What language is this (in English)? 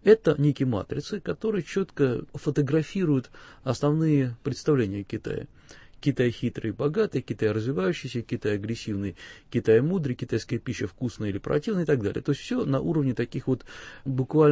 Russian